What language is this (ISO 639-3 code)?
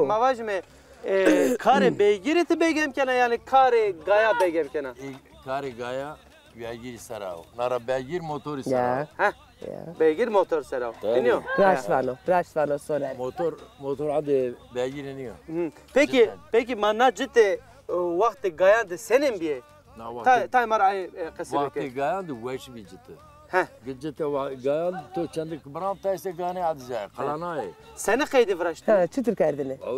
zza